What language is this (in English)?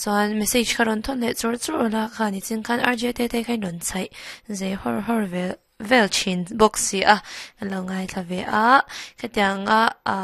Mizo